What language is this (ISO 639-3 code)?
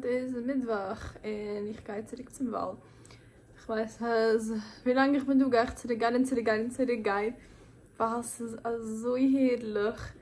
yid